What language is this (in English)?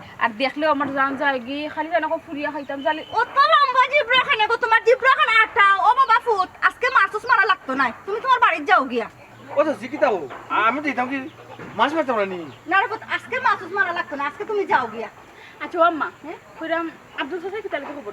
Sylheti